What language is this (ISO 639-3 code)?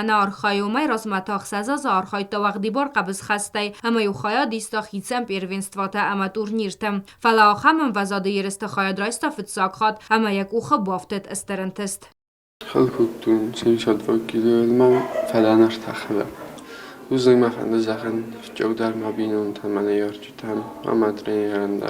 oss